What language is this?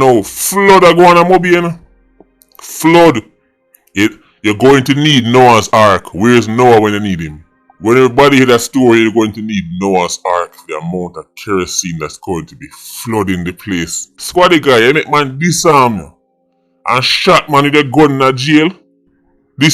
Jamaican Creole English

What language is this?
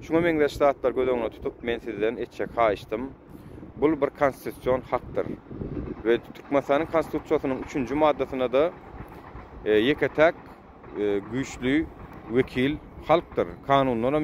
Turkmen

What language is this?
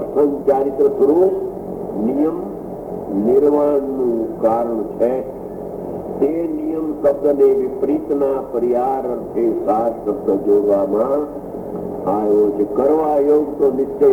Gujarati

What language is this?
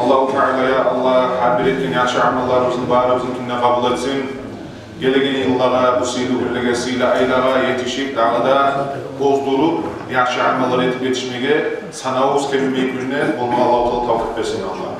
Kumyk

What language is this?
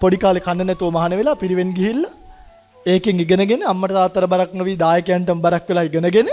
Sinhala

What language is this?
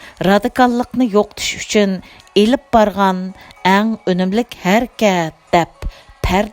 Uyghur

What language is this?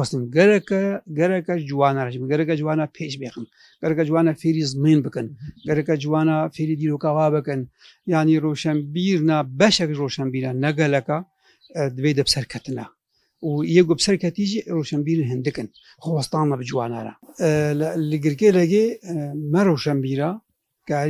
Kurdish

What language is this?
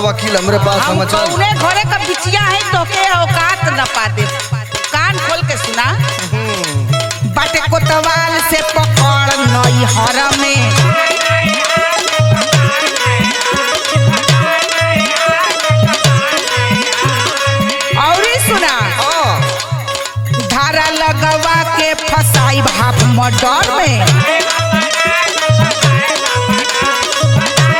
Bhojpuri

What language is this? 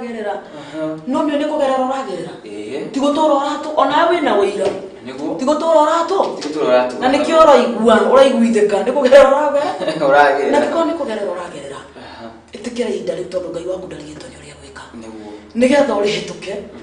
Kikuyu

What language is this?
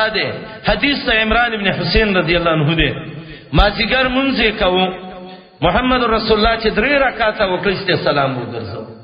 Pashto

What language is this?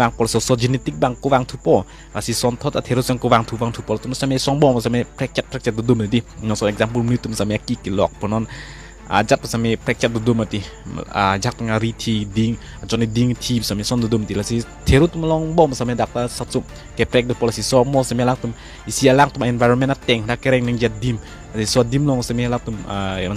Karbi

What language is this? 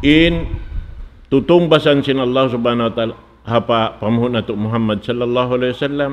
Tausug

